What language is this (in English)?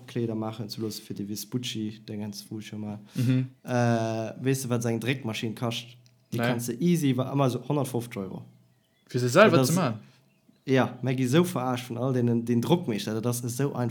Luxembourgish